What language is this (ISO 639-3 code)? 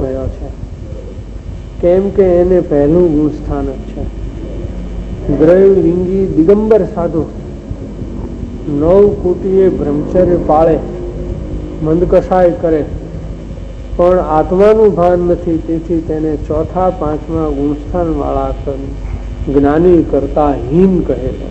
guj